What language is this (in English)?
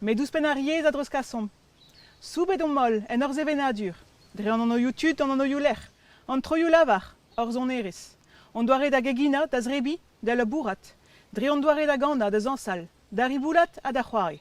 Breton